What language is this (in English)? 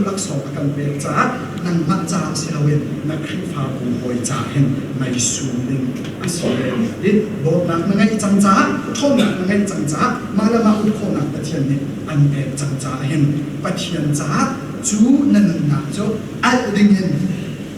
Hakha Chin